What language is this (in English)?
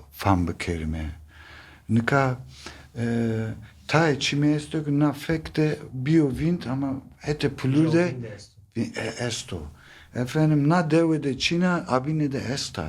Zaza